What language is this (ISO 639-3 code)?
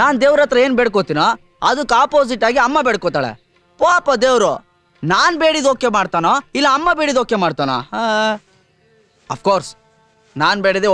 kan